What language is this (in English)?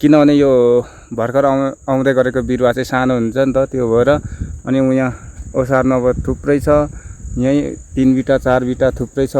Nepali